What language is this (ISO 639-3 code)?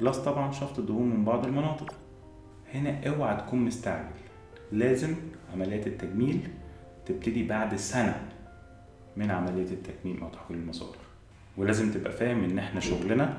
arz